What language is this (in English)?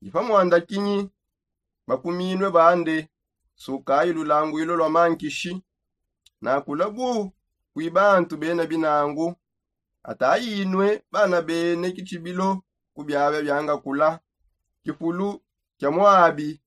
Songe